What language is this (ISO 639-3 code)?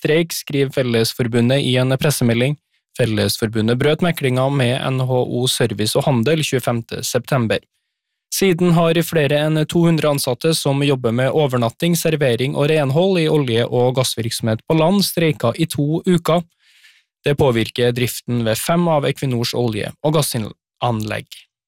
nor